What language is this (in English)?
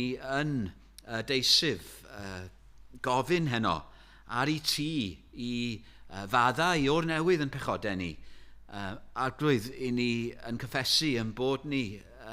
Welsh